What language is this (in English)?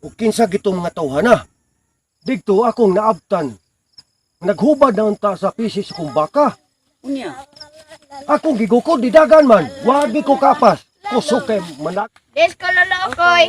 Cebuano